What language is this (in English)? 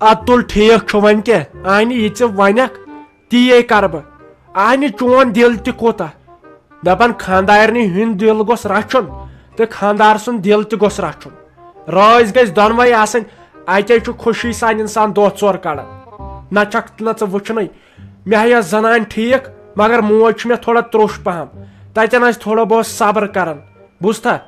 Kashmiri